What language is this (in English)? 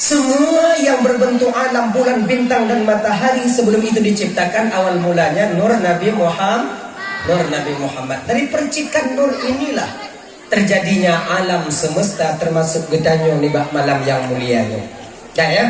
Achinese